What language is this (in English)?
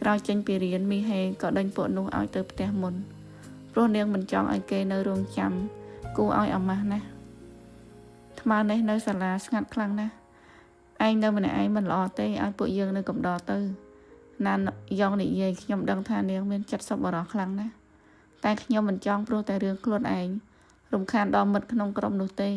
Khmer